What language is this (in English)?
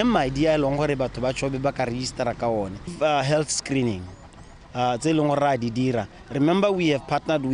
Tswana